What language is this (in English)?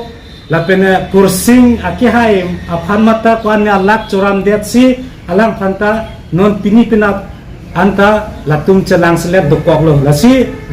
Karbi